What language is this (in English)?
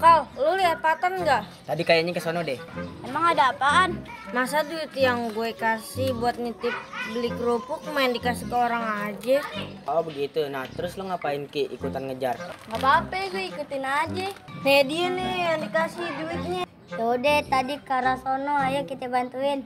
Betawi